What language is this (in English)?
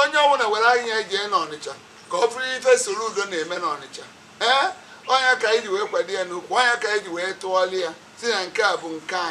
Igbo